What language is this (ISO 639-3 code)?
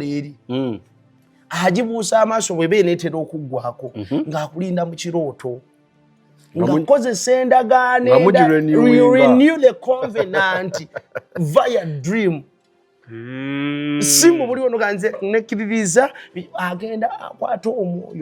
lug